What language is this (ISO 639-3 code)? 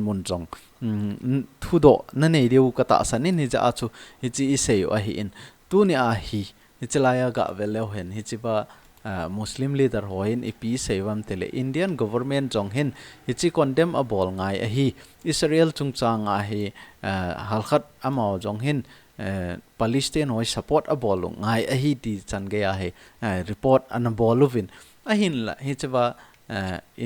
tcz